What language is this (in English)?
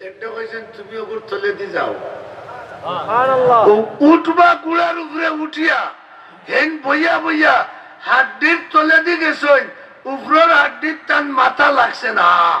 Sylheti